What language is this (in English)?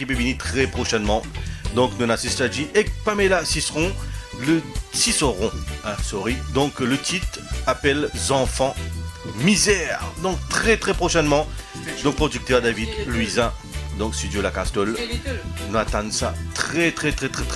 Morisyen